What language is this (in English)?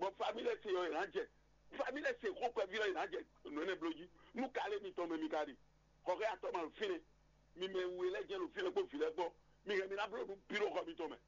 Fon